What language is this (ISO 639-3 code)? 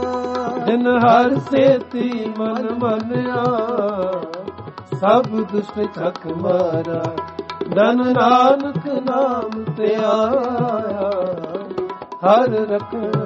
pan